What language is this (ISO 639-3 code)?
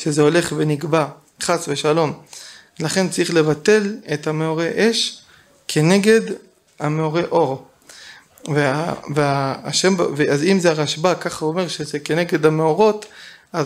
heb